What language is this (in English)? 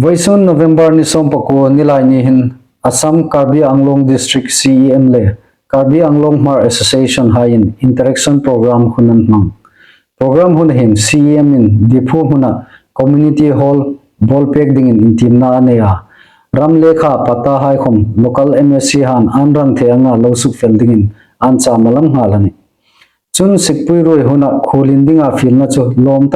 Hmar